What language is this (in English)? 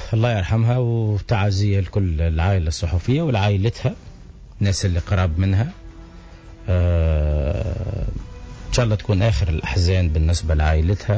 Tunisian Arabic